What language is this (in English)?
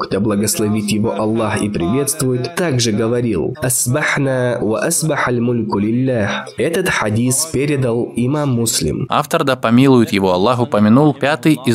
Russian